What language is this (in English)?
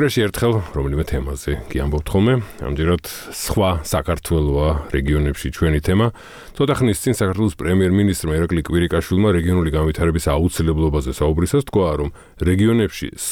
Georgian